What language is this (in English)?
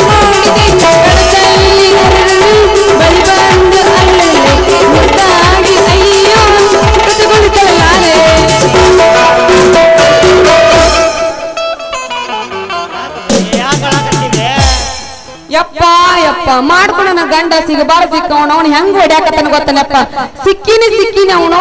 Kannada